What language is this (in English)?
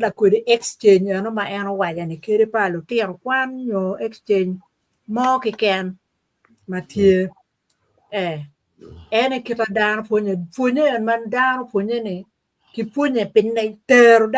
Acoli